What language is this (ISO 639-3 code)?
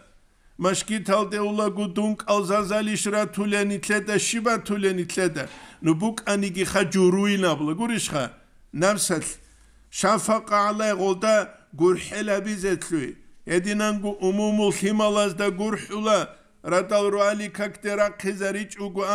ava